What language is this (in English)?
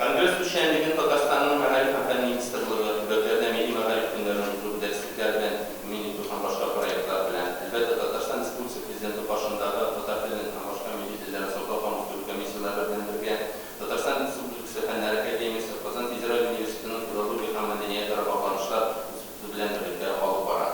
Tatar